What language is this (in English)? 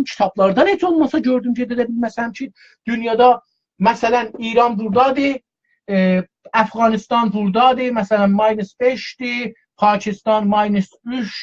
South Azerbaijani